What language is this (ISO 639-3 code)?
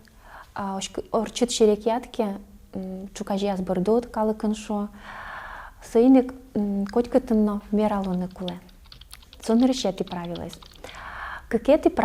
udm